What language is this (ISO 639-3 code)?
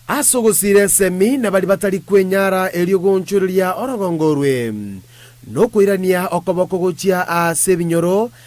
guz